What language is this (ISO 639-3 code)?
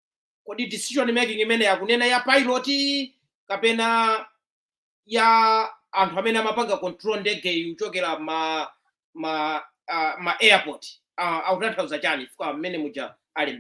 nya